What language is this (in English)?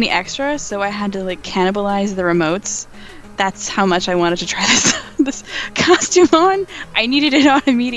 English